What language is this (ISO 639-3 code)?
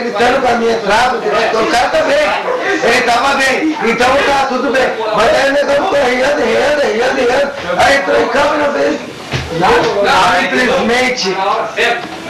por